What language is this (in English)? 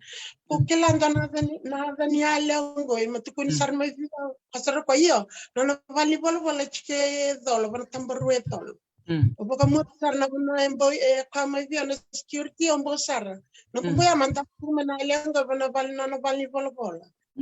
Fijian